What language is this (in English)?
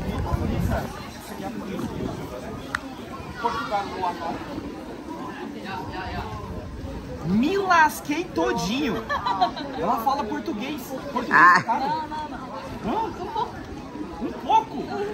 Portuguese